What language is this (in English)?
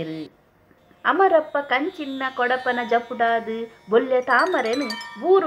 Tulu